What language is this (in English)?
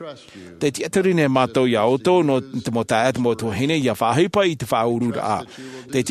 Tahitian